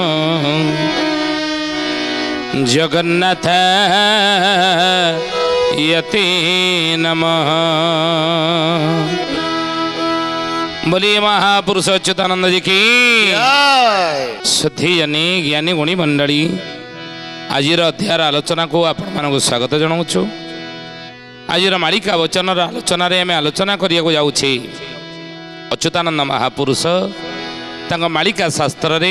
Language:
Odia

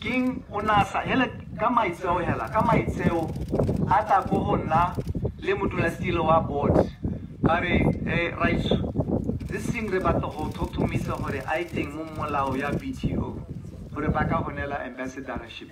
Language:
Tswana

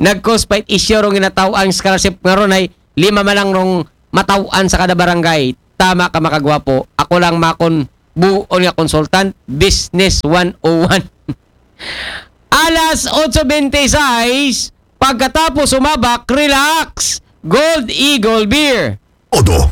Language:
Aklanon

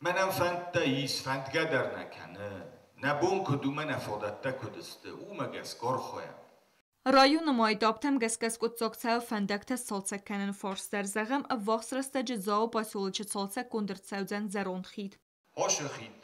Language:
Ossetic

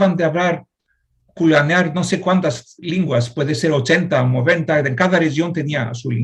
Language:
Ladino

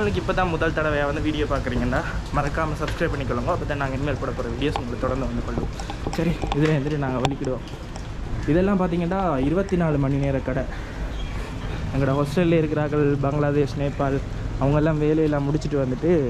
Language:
Tamil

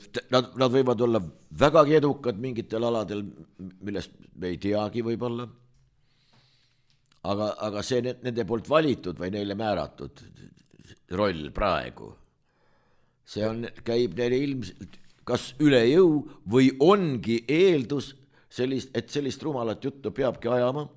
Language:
Estonian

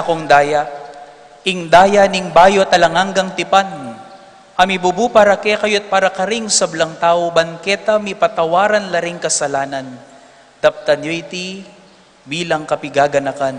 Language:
Pampanga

